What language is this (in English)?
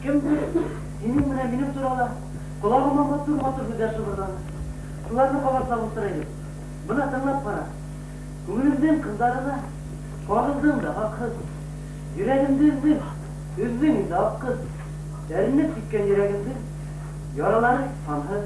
Bashkir